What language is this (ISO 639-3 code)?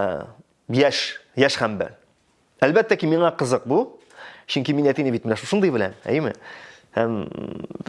tat